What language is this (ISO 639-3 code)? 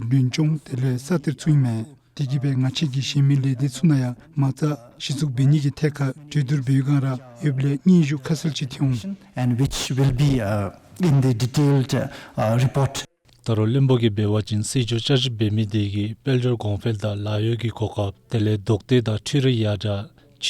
dzo